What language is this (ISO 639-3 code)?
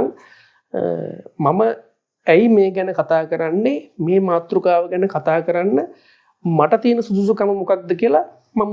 sin